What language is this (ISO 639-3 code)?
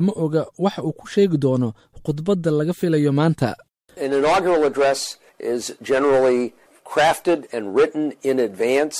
som